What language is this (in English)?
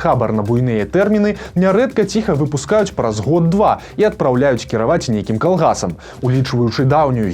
Belarusian